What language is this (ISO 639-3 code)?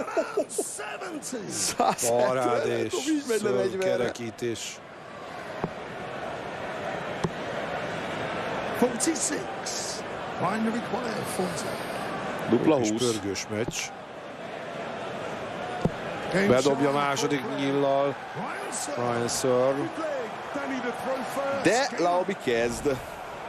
hun